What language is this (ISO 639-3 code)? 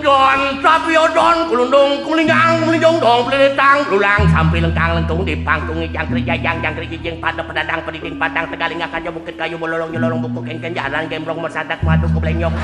ban